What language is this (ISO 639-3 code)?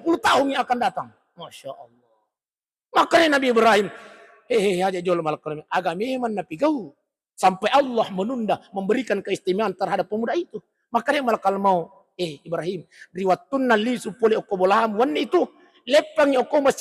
bug